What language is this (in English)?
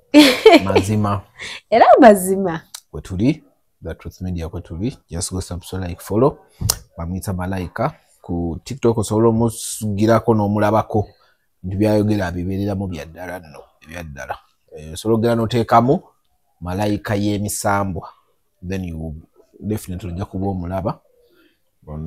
Ganda